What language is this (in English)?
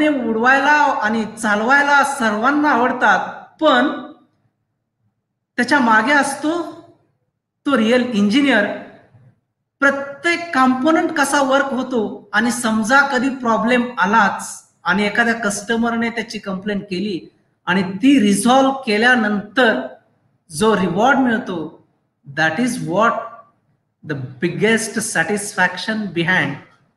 Marathi